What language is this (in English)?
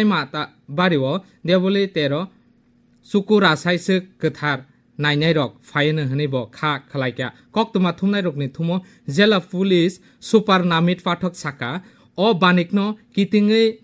Kok Borok